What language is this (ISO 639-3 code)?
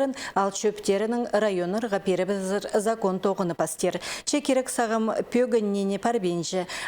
kjh